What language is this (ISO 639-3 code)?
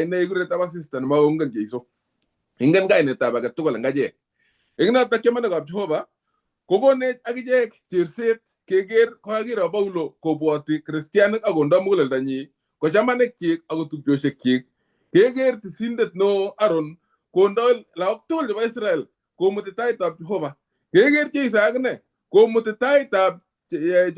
kln